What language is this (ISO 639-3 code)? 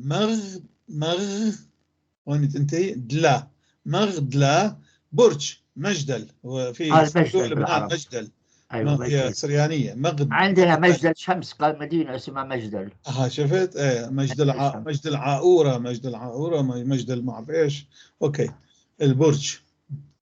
apc